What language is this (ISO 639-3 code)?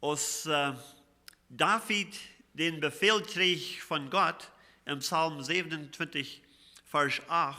pdt